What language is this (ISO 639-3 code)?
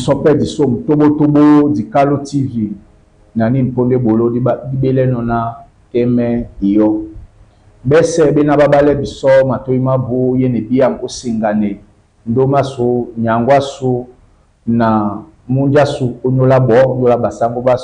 dua